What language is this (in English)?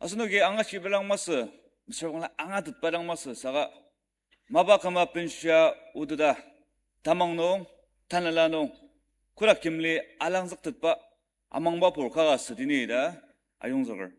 Ao Naga